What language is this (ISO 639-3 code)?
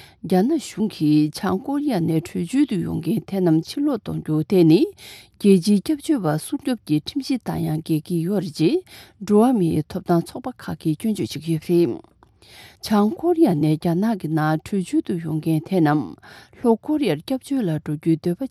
bod